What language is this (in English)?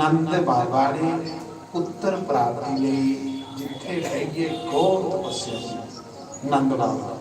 Dogri